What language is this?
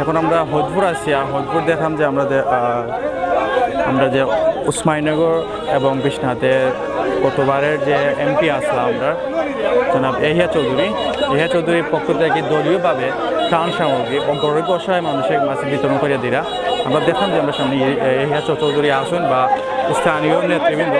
Sylheti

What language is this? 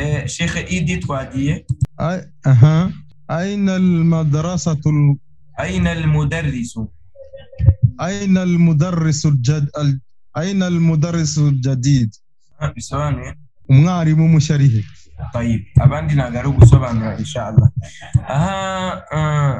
Kinyarwanda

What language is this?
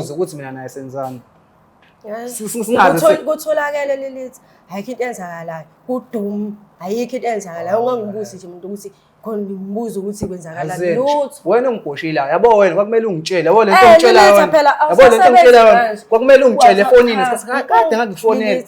Zulu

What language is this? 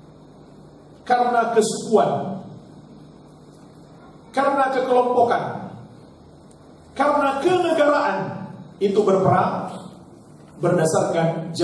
Indonesian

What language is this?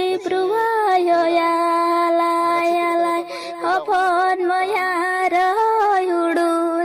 Santali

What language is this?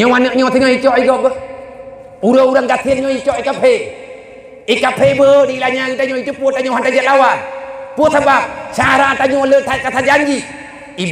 Achinese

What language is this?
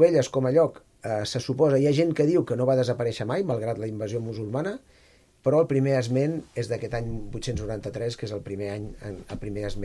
Catalan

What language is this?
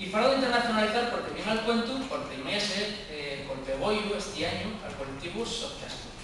Asturian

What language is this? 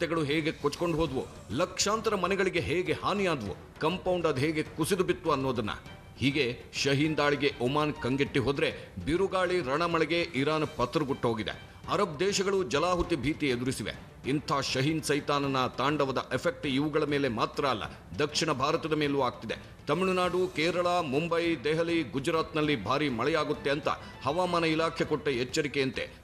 Kannada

